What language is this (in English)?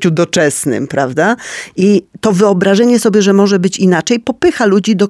Polish